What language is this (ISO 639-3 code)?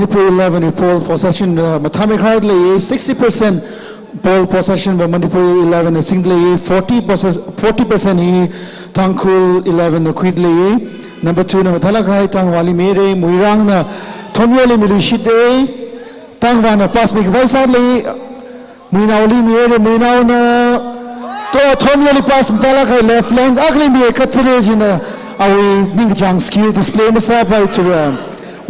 nmf